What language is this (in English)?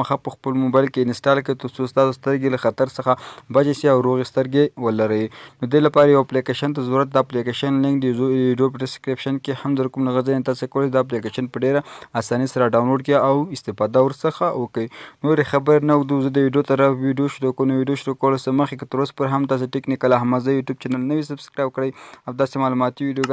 Pashto